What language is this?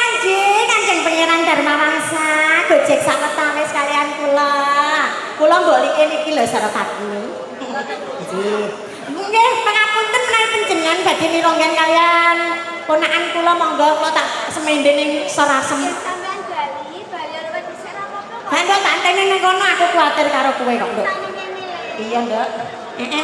Javanese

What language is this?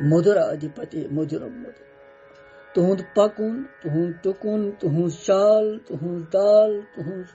Kashmiri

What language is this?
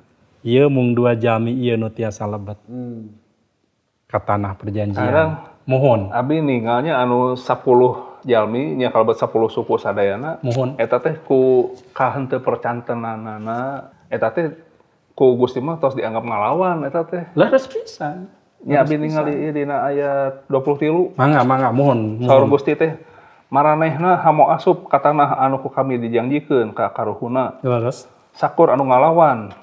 Sundanese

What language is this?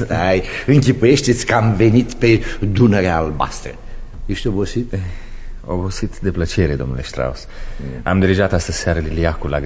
Romanian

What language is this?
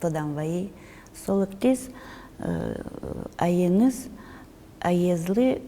Udmurt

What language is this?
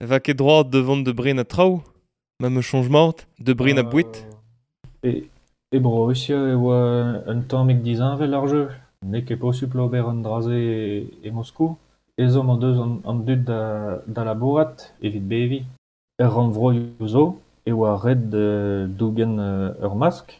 Breton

